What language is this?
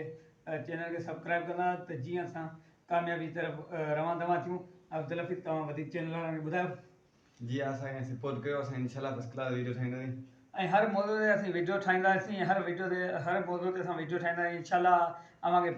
Sindhi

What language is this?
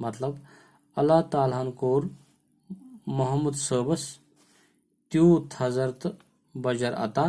Kashmiri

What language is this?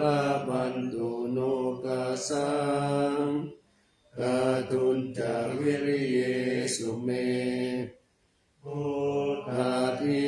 Pali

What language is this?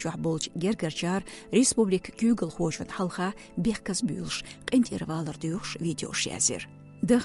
Chechen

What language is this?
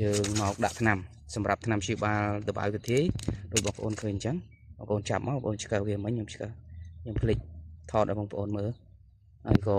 Khmer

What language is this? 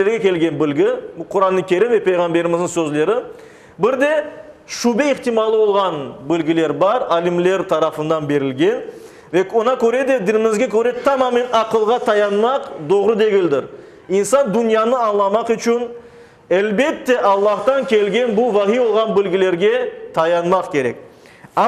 Crimean Tatar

